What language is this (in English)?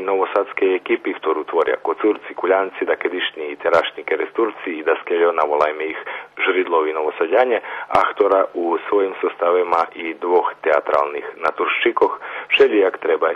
Rusyn